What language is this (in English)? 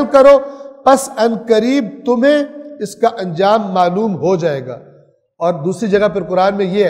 Urdu